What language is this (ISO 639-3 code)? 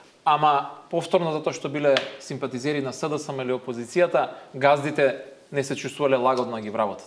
mkd